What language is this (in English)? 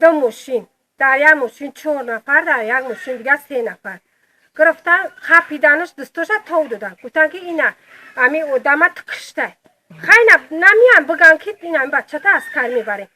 Tajik